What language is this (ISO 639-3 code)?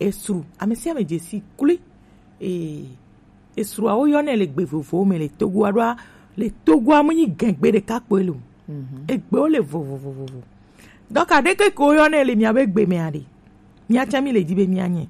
gej